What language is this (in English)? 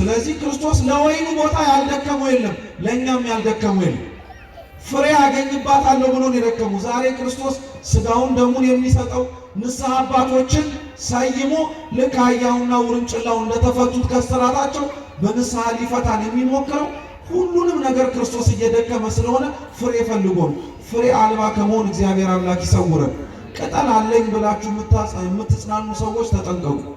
Amharic